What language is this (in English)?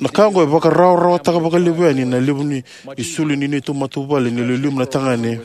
Fijian